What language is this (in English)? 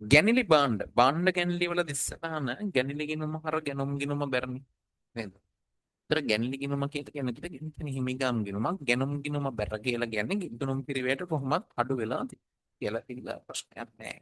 Sinhala